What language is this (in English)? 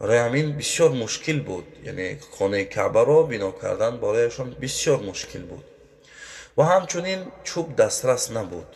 Tajik